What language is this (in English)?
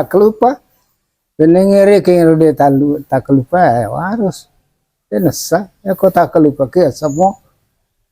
Buginese